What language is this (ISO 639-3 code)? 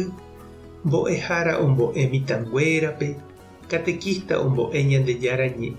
grn